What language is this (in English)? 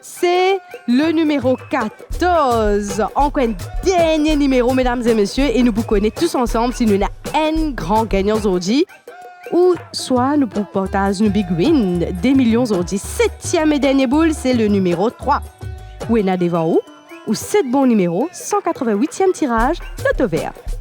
Morisyen